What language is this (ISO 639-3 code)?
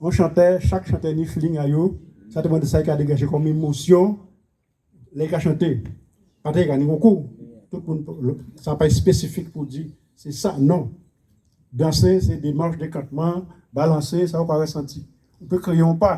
gcf